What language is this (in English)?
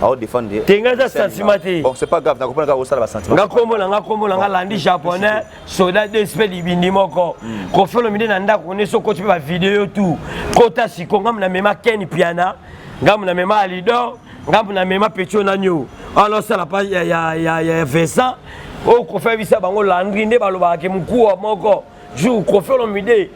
Lingala